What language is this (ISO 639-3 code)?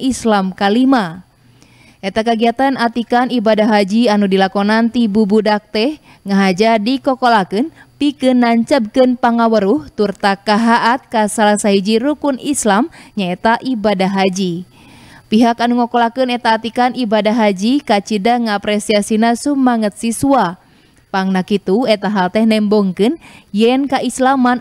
sun